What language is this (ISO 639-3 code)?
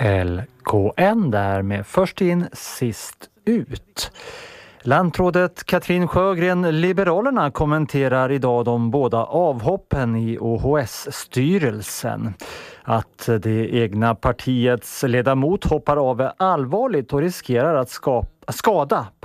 swe